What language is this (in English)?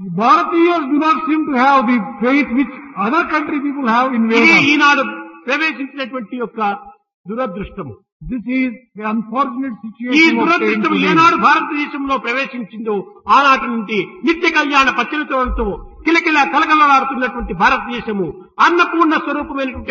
Telugu